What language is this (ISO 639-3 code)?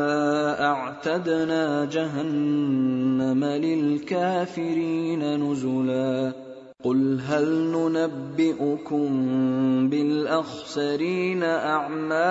ara